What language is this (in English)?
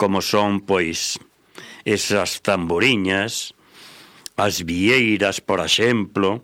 Galician